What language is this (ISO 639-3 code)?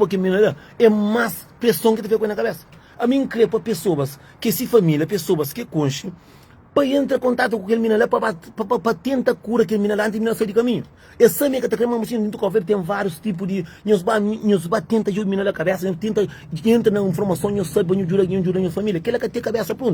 kea